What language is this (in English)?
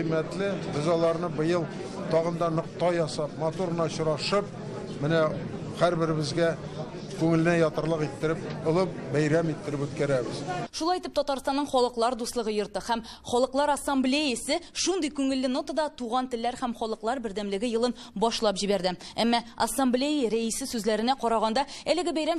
Tatar